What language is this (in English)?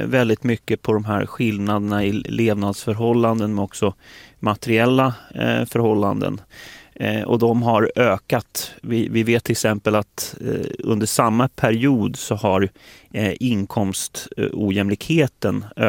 Swedish